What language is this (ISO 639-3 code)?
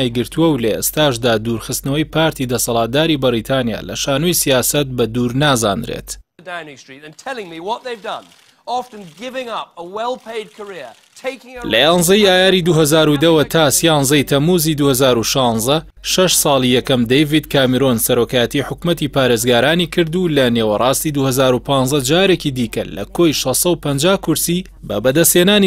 ckb